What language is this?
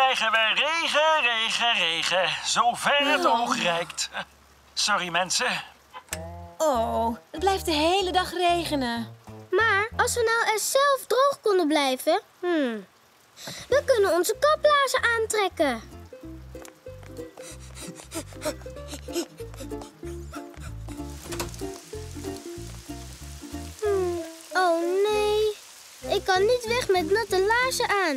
Dutch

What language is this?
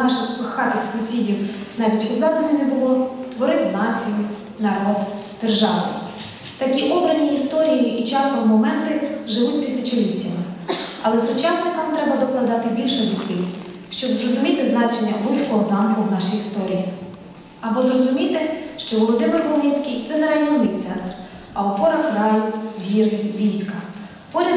Ukrainian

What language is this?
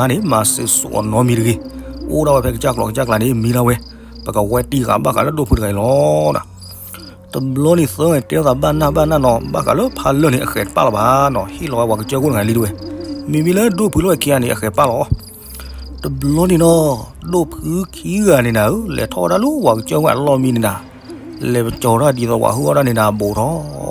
S'gaw Karen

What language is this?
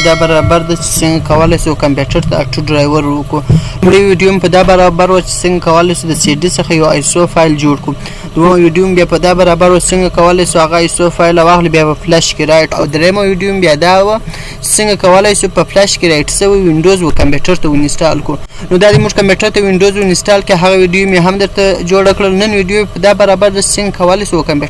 Pashto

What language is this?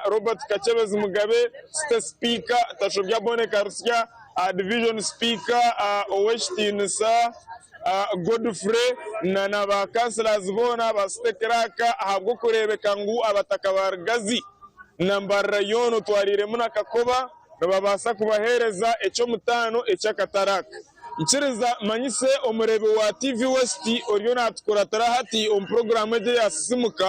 Nyankole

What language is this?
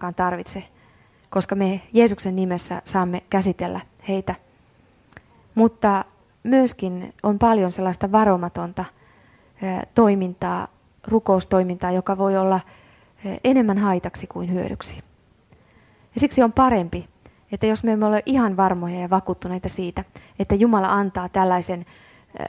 Finnish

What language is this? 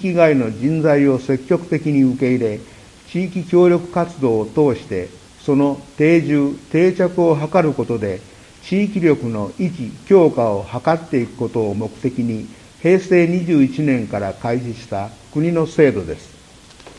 Japanese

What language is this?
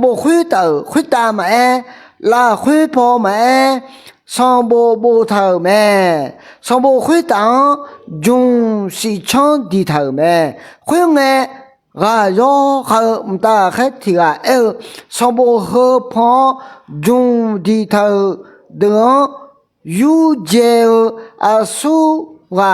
Akha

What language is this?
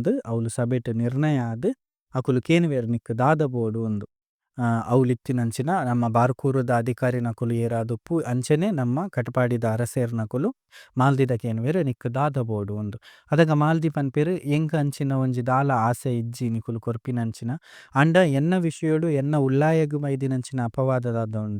Tulu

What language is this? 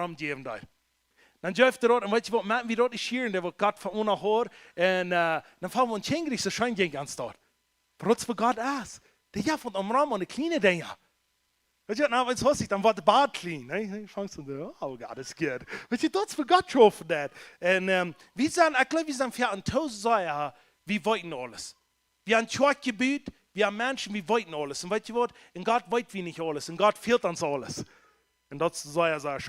Plautdietsch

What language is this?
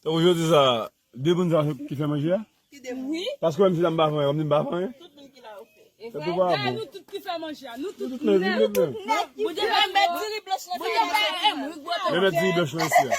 Haitian Creole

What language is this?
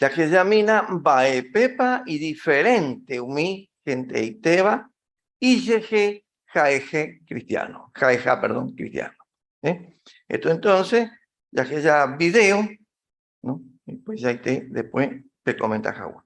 Guarani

